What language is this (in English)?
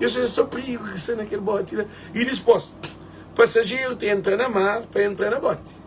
Kabuverdianu